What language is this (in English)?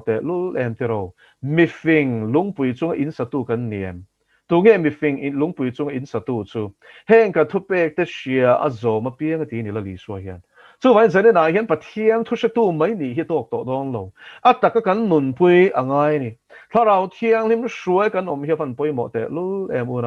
Mizo